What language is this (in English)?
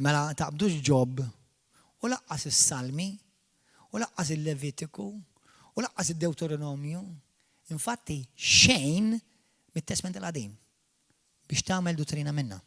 Maltese